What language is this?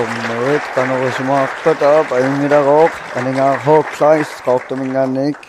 Kalaallisut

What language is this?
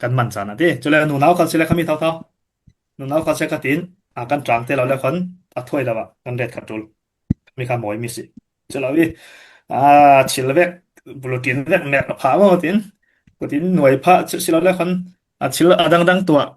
Falam Chin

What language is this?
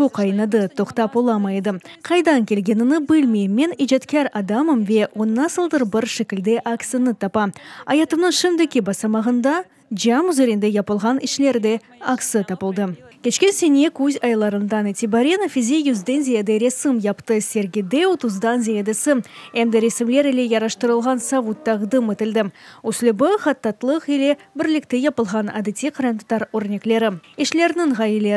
Crimean Tatar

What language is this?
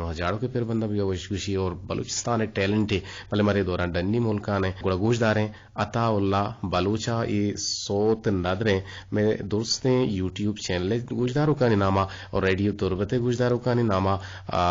Eastern Balochi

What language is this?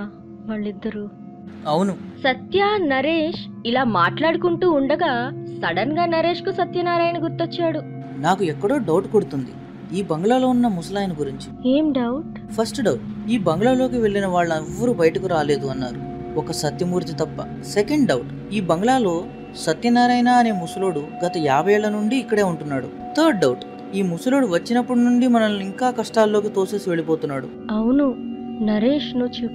Telugu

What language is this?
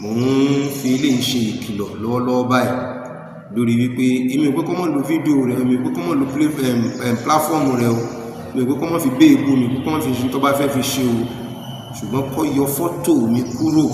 Yoruba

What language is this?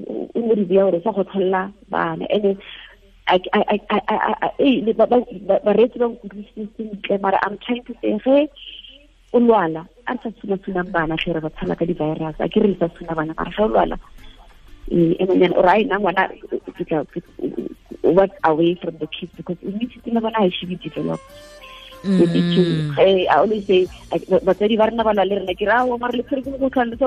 Tswana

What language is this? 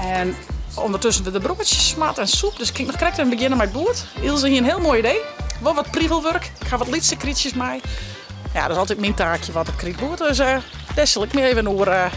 Western Frisian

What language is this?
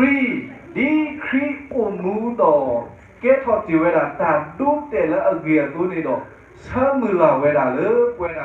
S'gaw Karen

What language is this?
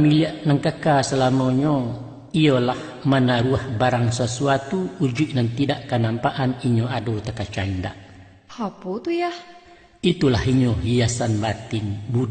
Minangkabau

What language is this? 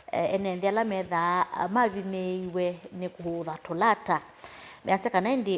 Kamba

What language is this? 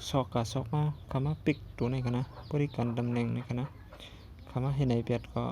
Shan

